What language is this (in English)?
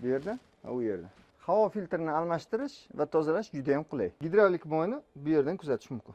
Uzbek